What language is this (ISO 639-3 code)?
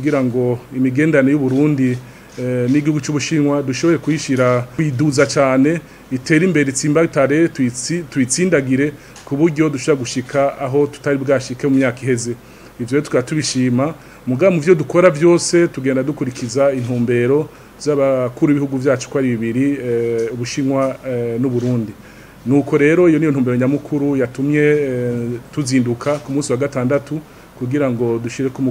run